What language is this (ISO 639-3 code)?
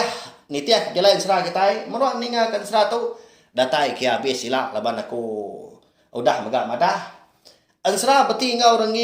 iba